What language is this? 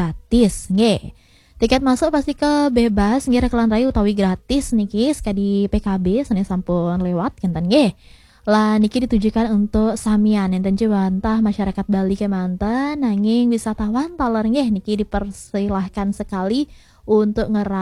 Balinese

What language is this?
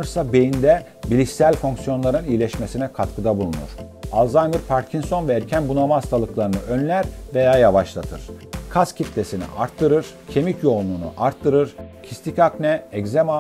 Turkish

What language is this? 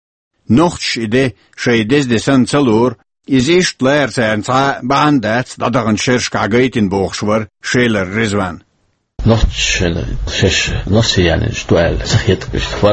Chechen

